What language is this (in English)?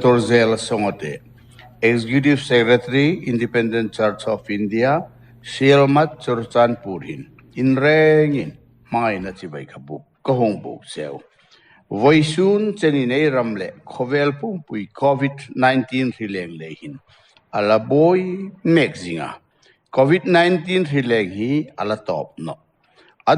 Hmar